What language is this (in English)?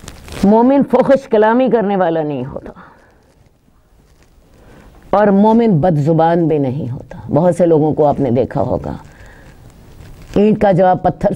Urdu